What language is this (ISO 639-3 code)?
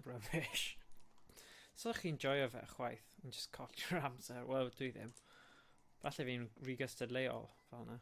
cym